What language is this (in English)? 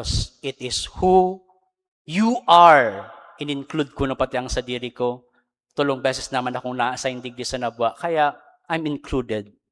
Bikol